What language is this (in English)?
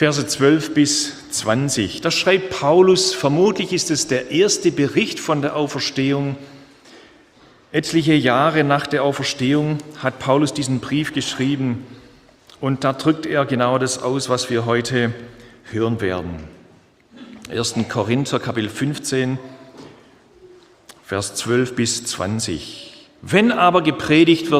German